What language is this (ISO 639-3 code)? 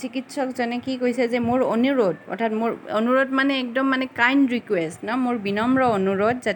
asm